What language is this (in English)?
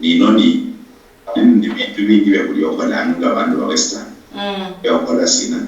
Luyia